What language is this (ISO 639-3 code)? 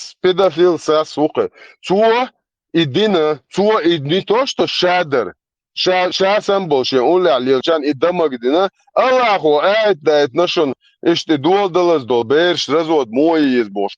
che